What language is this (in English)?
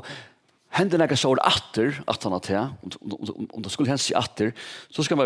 Faroese